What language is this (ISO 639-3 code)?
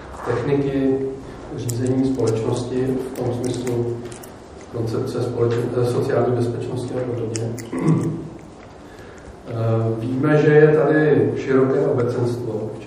ces